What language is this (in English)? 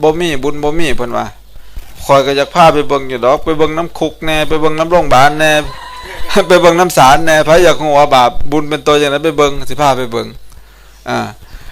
Northeastern Thai